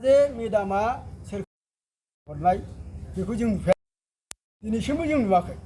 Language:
Bodo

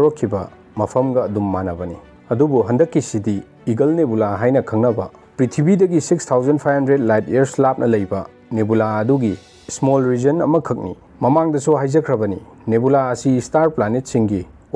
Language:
Manipuri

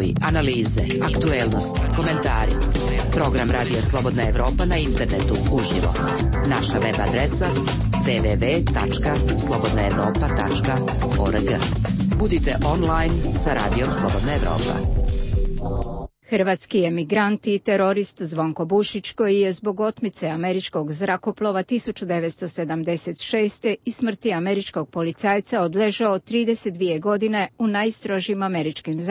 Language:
Croatian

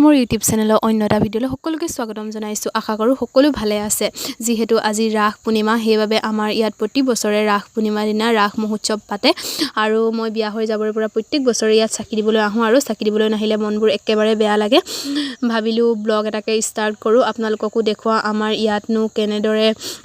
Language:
Assamese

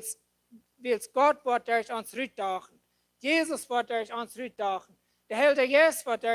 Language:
Plautdietsch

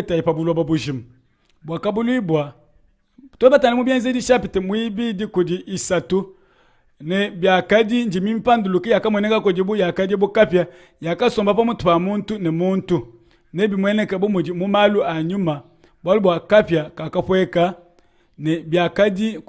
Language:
Luba-Lulua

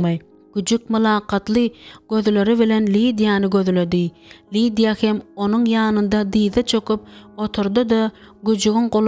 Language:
Turkmen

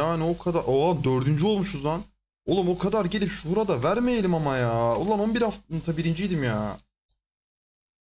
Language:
Turkish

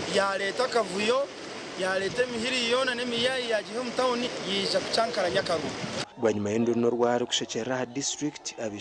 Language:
Nyankole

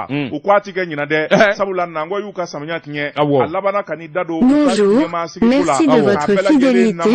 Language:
Bambara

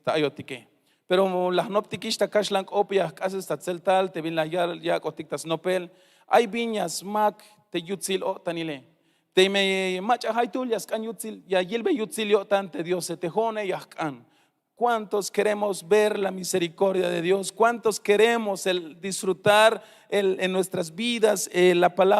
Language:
Tzeltal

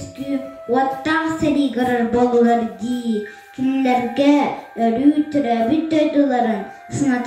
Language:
Yakut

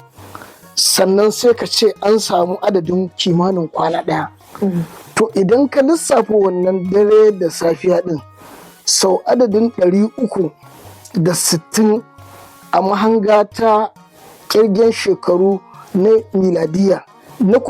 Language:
Hausa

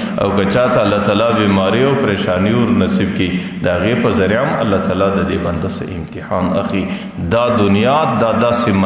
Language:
Pashto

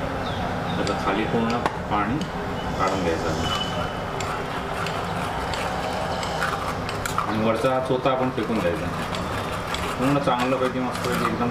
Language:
Marathi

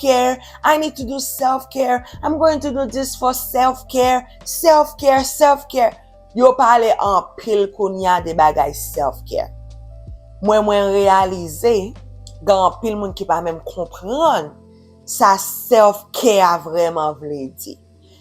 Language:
Haitian Creole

